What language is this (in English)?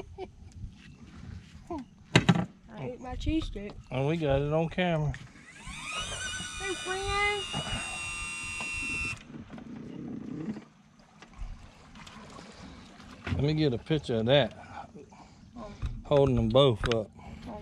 English